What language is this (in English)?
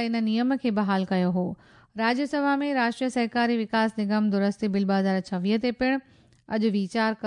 Sindhi